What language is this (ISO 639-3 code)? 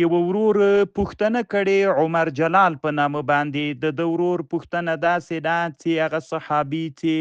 pus